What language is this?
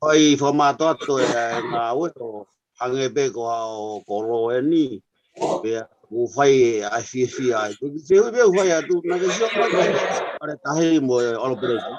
Tongan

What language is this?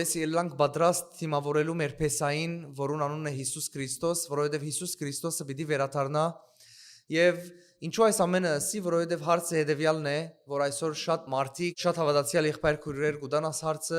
Western Armenian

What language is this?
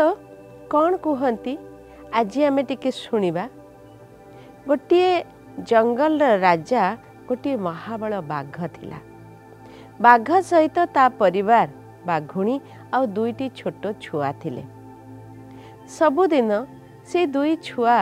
Odia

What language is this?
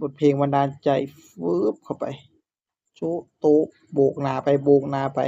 Northeastern Thai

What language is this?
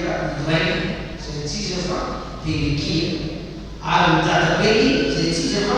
Malagasy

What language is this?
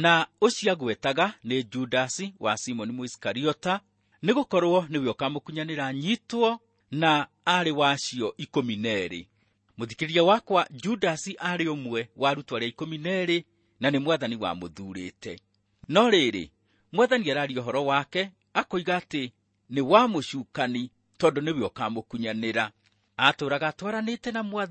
Kikuyu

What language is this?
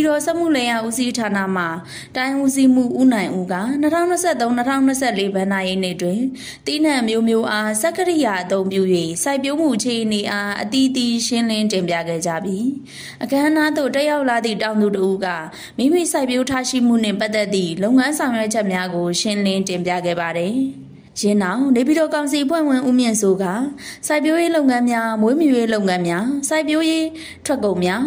Burmese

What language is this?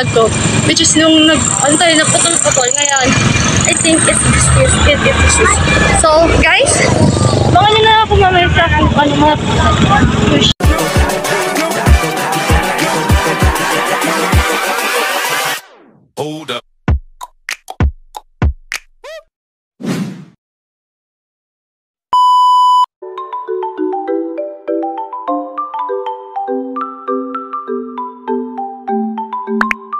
Filipino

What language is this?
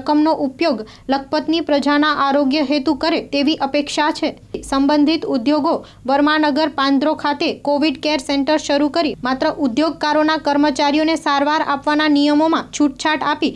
Gujarati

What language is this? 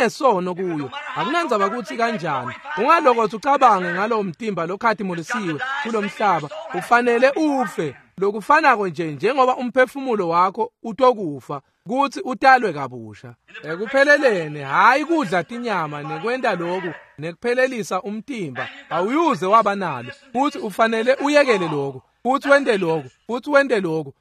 Swati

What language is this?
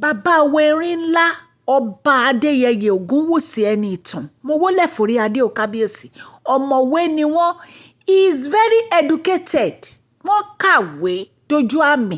Yoruba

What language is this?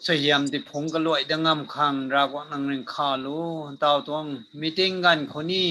Rongmei Naga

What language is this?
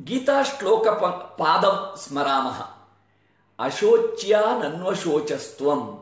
Sanskrit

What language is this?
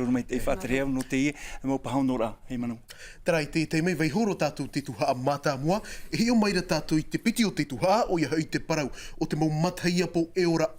Tahitian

